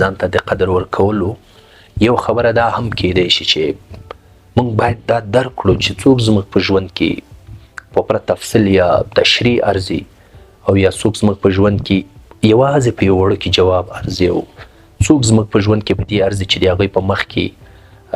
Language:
Pashto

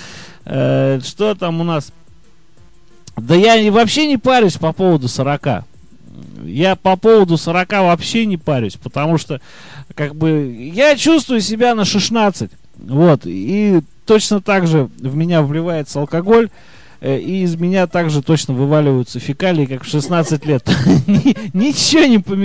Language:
Russian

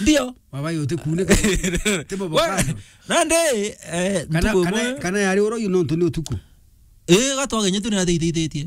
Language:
Meru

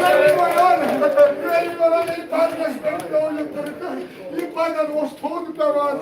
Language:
Kashmiri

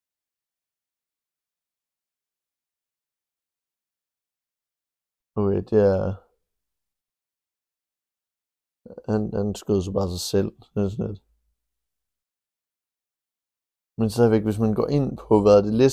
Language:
Danish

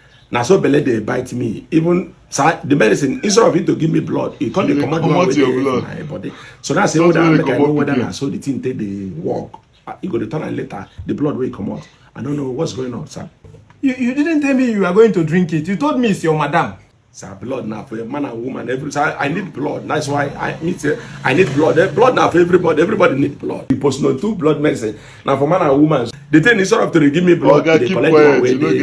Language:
Nigerian Pidgin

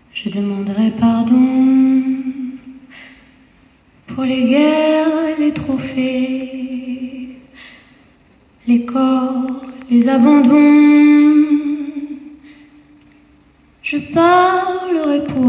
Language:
French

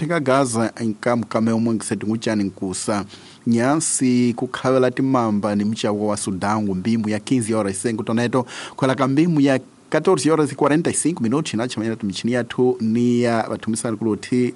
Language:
Tsonga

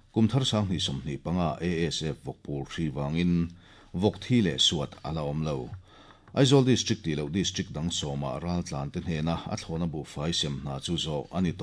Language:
Mizo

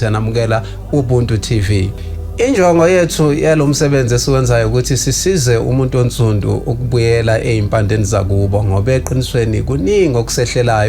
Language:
Zulu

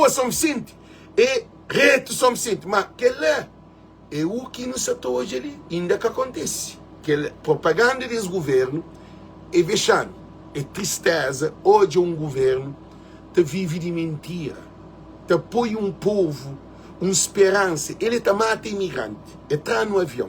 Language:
Kabuverdianu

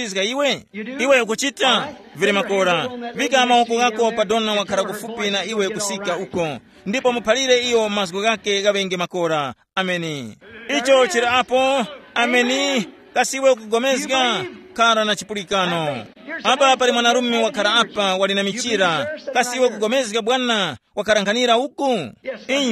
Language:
Tumbuka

